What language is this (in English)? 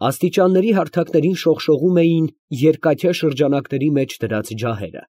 Armenian